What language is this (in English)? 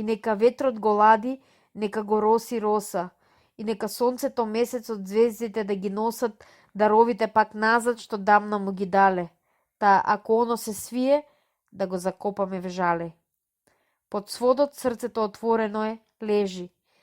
Macedonian